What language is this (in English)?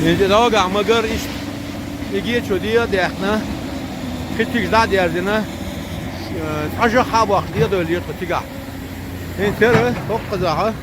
Chechen